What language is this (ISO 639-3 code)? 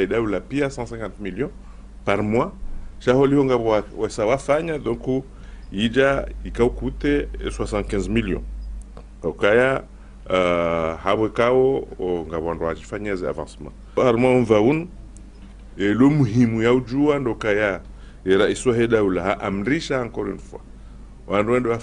zdj